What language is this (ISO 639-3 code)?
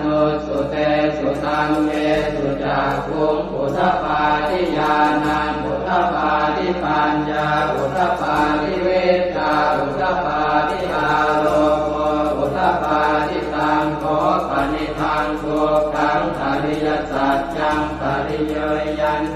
pli